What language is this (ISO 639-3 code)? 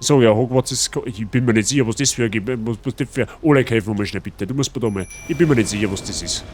bar